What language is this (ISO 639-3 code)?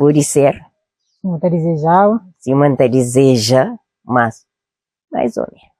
kea